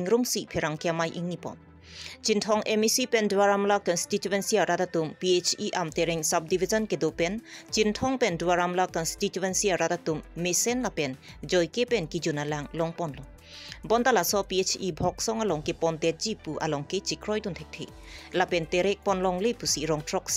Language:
Karbi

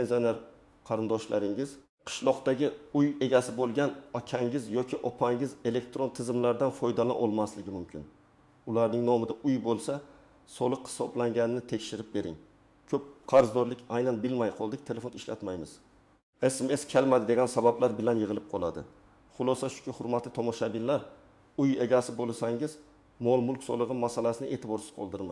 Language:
Uzbek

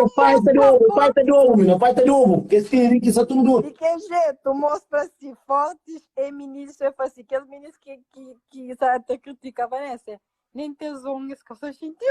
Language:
Kabuverdianu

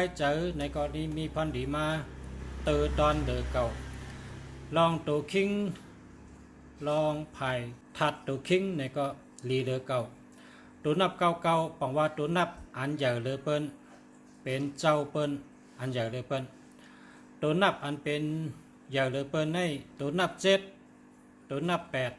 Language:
Shan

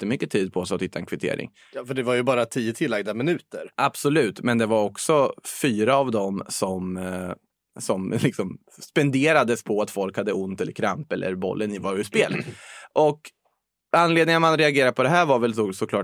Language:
Swedish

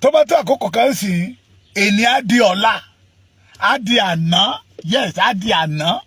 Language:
Yoruba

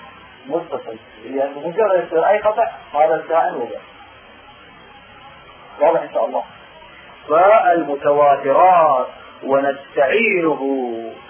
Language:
Arabic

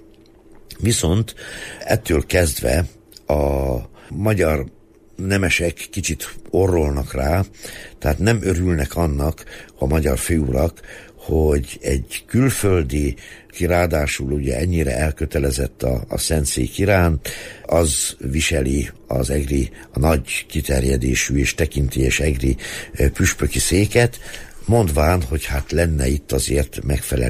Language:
Hungarian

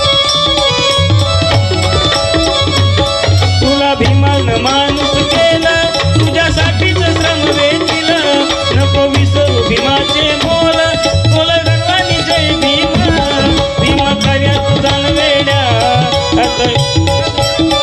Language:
Marathi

